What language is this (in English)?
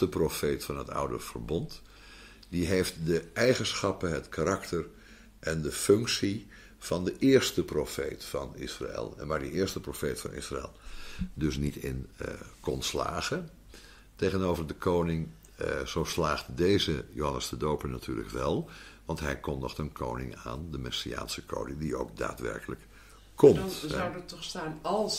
Dutch